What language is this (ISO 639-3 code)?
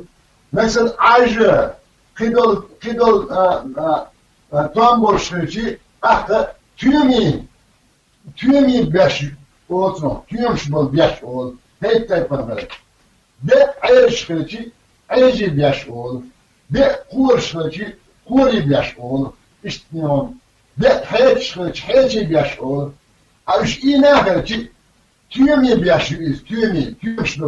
che